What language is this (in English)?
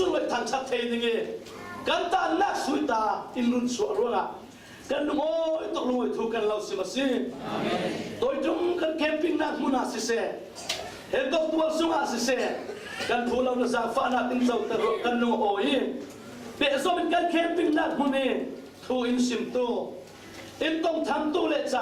Falam Chin